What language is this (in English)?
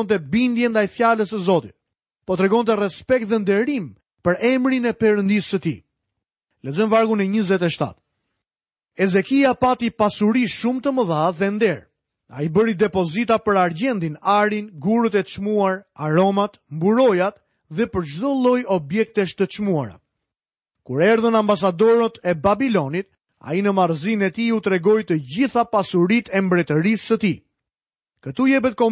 Albanian